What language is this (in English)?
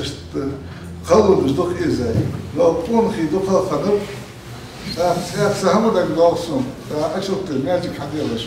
Ingush